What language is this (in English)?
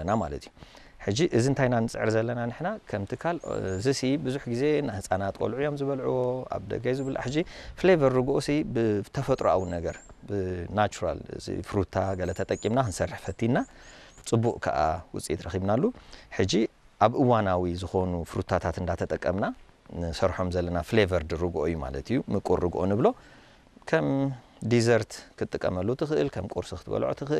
Tigrinya